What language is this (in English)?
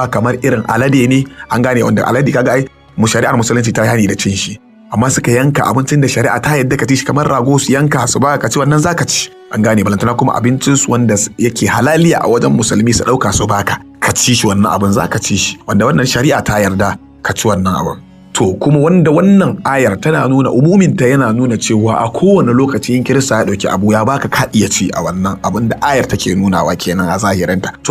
Hausa